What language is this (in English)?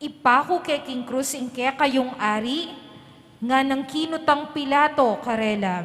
Pampanga